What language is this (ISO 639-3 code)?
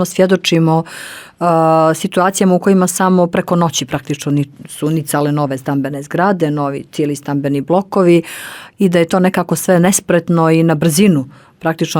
bos